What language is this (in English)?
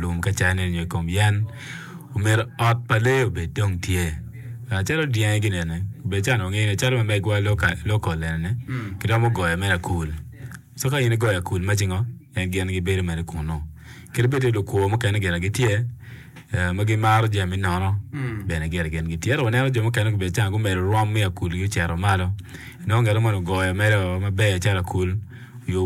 Acoli